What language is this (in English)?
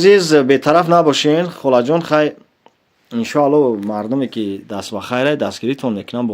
Tajik